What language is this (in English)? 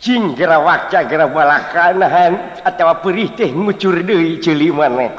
Sundanese